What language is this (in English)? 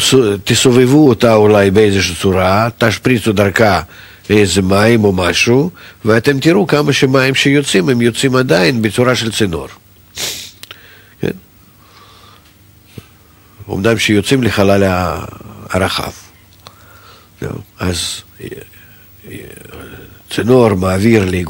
Hebrew